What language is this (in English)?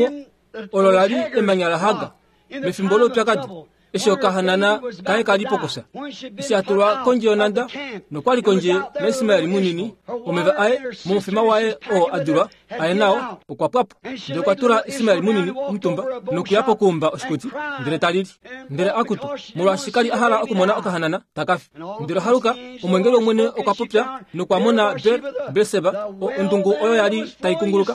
Kuanyama